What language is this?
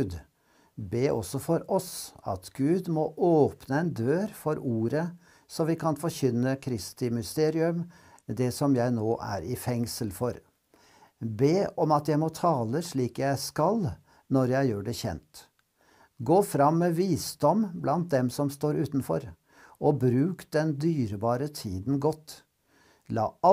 Norwegian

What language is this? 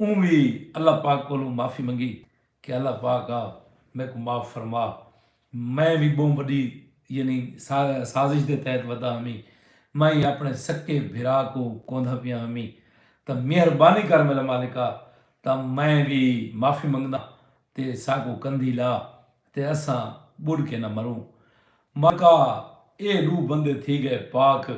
Saraiki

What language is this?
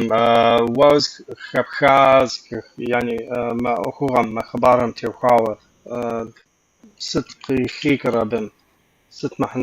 Kabardian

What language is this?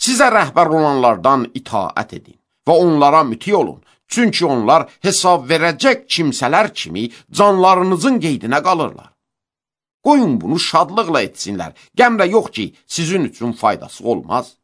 Azerbaijani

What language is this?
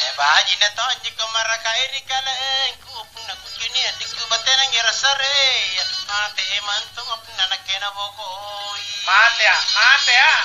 Makasar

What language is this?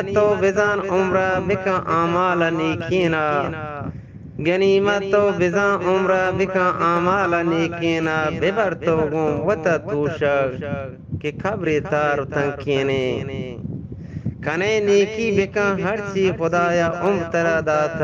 Eastern Balochi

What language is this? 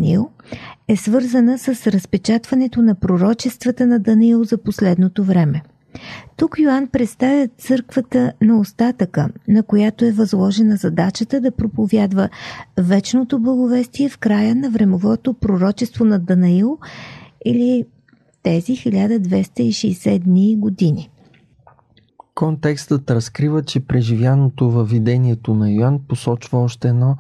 Bulgarian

